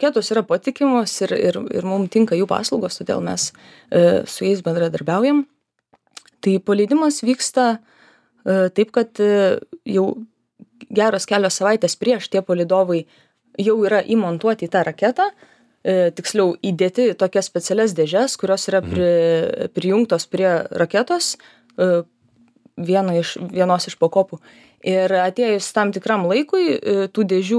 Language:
Lithuanian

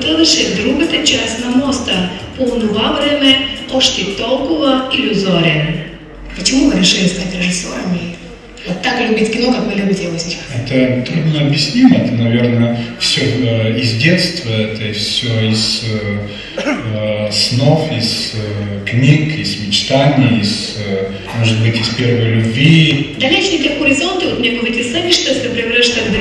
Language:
Bulgarian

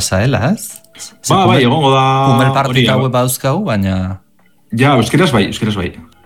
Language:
Basque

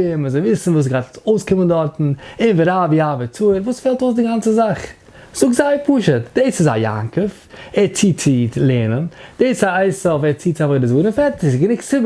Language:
Yiddish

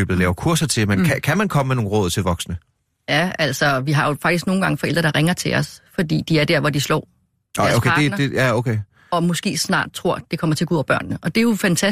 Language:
Danish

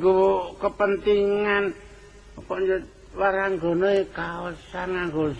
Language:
Javanese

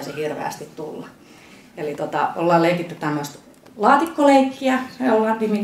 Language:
Finnish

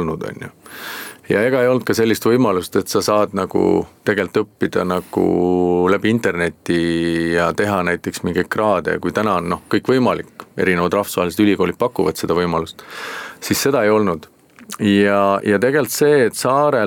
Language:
Estonian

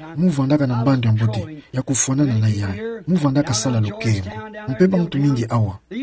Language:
Kituba (Democratic Republic of Congo)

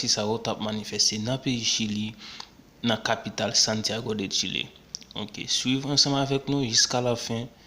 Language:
Haitian Creole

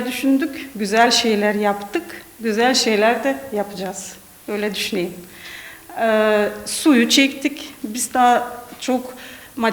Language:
Gagauz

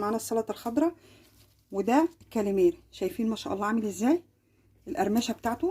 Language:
Egyptian Arabic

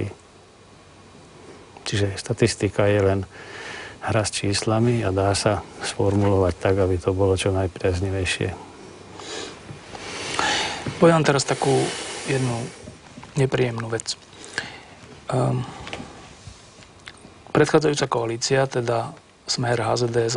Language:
Slovak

